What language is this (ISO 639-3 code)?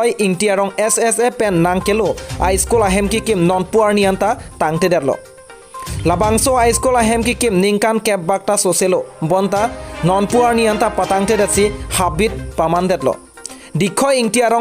mjw